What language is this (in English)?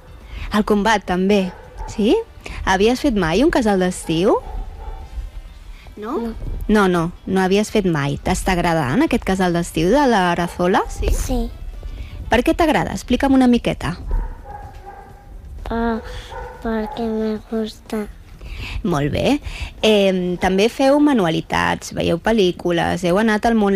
Catalan